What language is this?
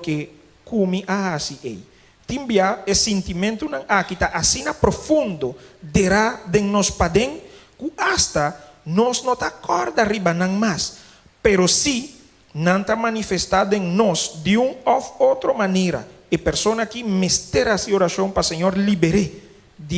Papiamento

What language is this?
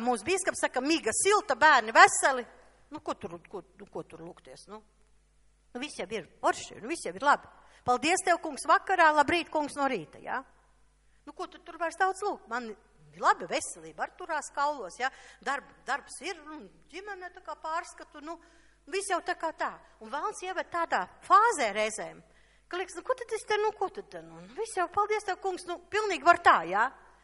Latvian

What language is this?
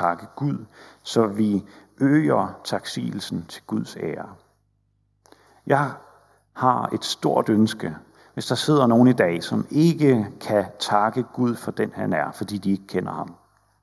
Danish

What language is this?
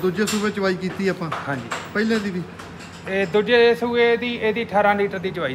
Punjabi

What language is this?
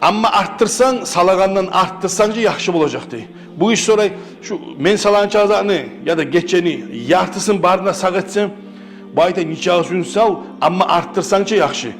Kumyk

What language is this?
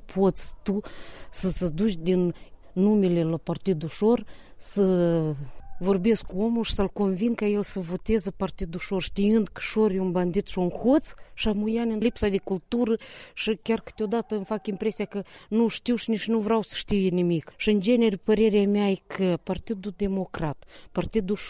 Romanian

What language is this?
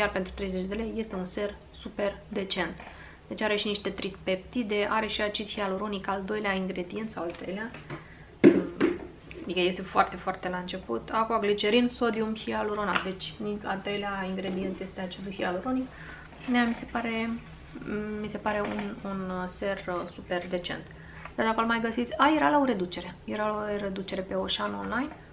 Romanian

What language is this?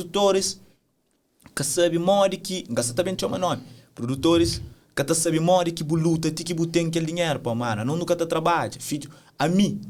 Kabuverdianu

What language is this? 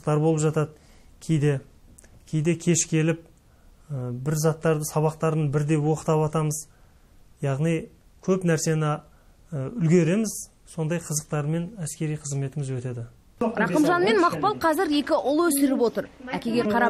Kazakh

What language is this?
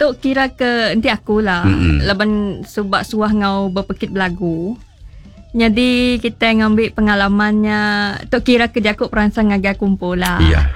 Iban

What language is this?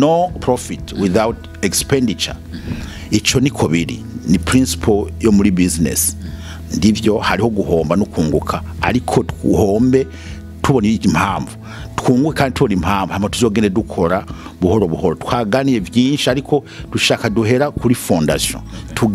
Rundi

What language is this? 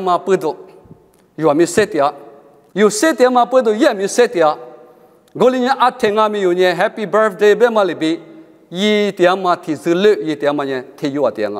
Lisu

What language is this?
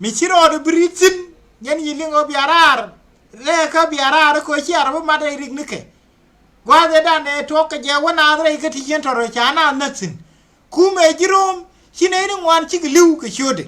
Nuer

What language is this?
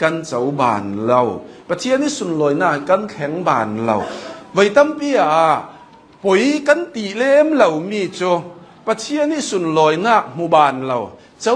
Hakha Chin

